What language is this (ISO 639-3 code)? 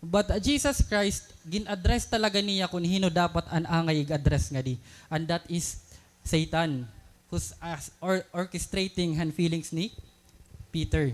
war